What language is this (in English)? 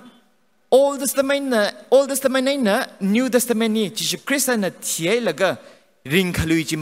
Tangkhul Naga (India)